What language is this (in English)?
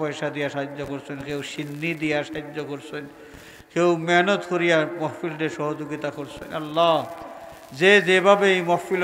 Sylheti